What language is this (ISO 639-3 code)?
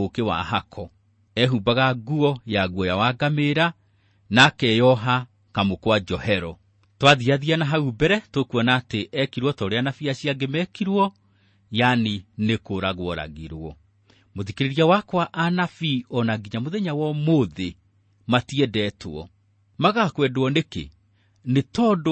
kik